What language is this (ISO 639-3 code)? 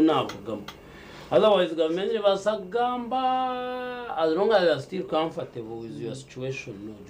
nyn